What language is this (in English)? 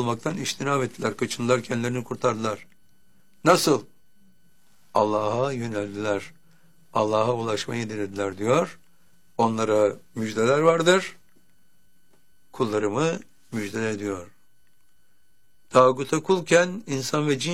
Turkish